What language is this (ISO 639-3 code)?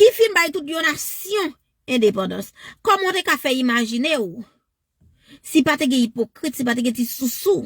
hat